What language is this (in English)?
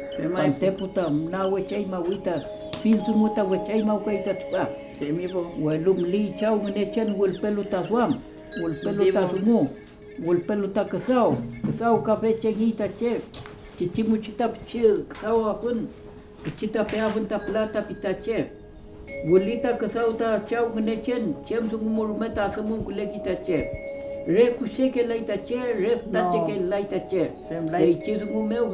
Mapuche